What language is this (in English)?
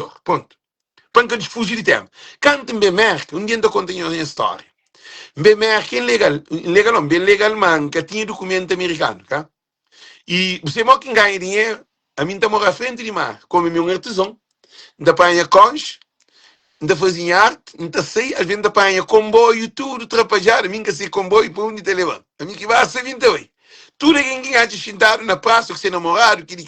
Kabuverdianu